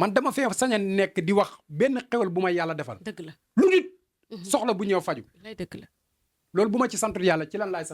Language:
Wolof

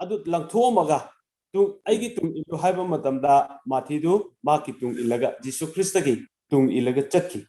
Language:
Manipuri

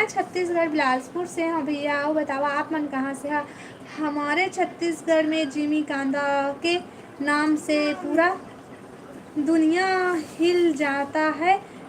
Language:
Chhattisgarhi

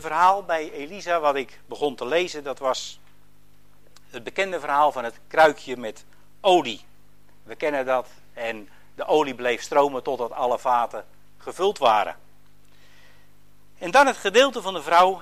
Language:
Dutch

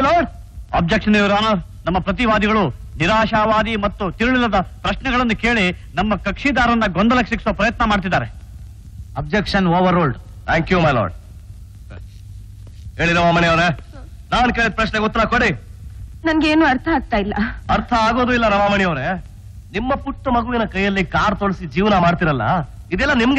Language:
Kannada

